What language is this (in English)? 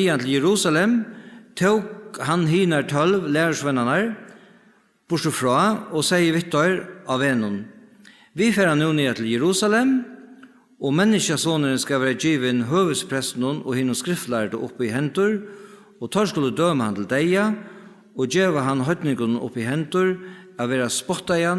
Faroese